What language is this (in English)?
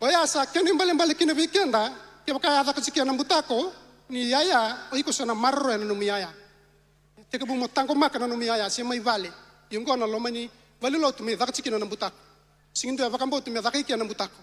Fijian